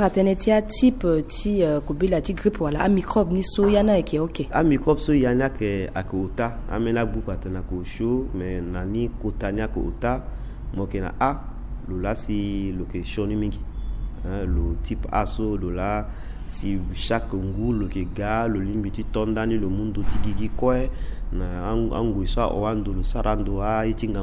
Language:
Sango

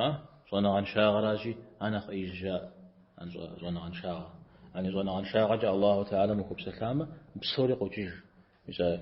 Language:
Kabardian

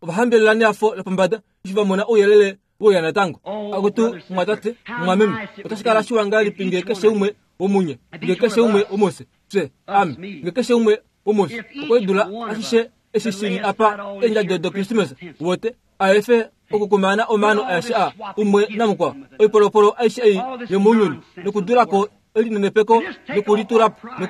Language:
Kuanyama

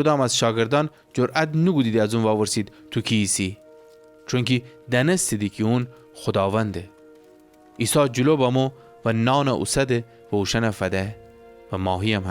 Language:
Gilaki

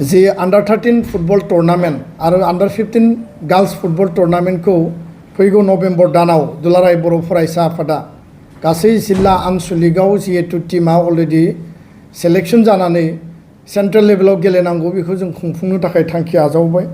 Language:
Bodo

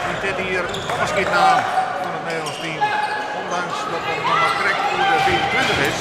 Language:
Western Frisian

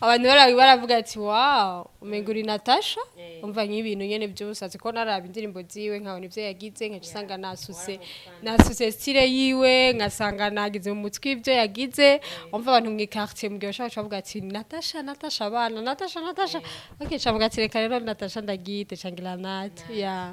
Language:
Rundi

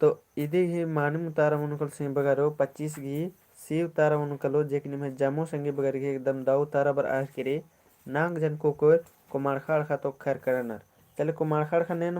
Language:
Kurukh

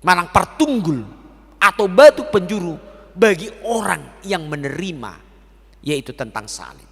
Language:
Batak Toba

